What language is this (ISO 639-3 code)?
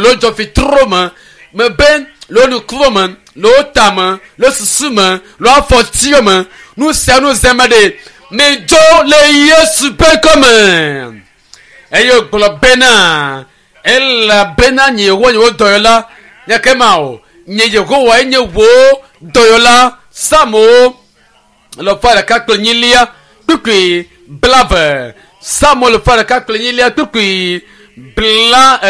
ewe